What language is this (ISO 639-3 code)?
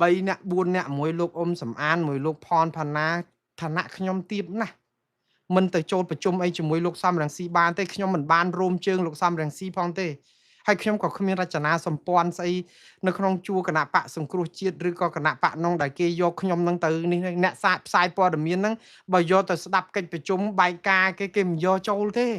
khm